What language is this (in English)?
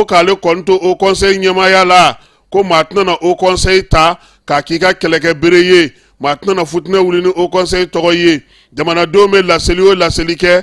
Bambara